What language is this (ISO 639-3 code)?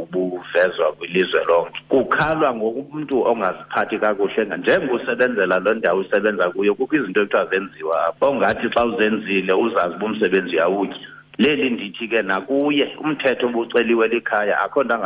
xho